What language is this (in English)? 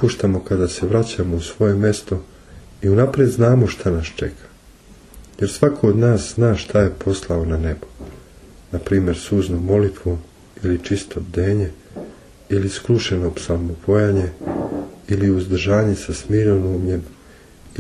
Serbian